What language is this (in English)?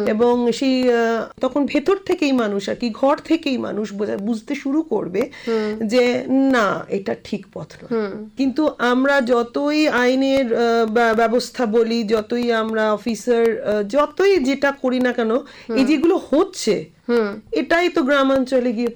Bangla